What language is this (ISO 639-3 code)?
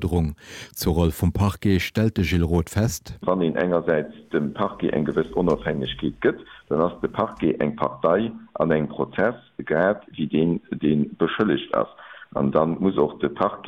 ltz